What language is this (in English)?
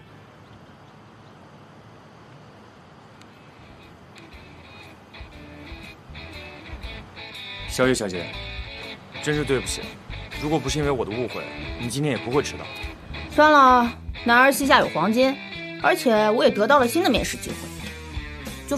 Chinese